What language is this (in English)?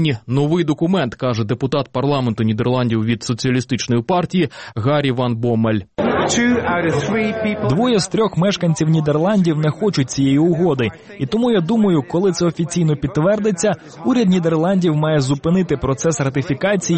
Ukrainian